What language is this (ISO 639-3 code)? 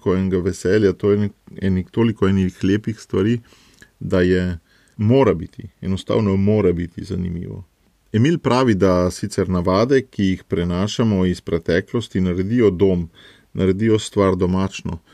slv